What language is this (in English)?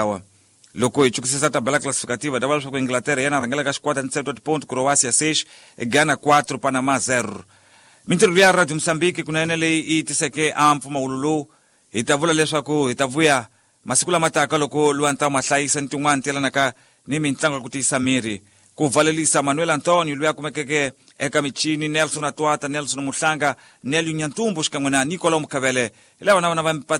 Tsonga